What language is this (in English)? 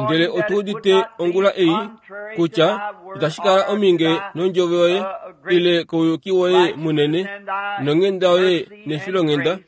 Kuanyama